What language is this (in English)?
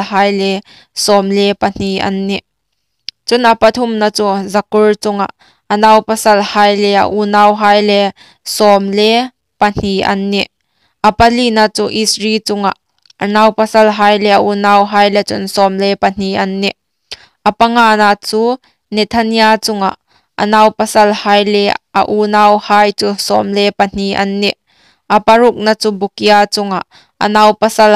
Hmar